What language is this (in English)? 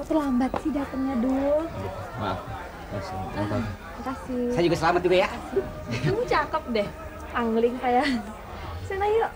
Betawi